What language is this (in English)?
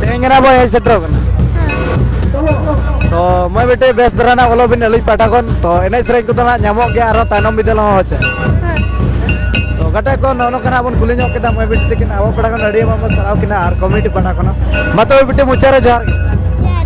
Santali